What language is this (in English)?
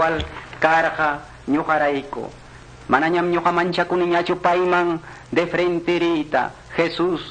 Quechua